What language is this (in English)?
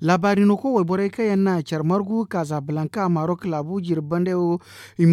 Zarma